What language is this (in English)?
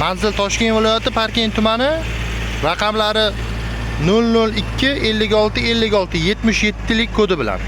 Uzbek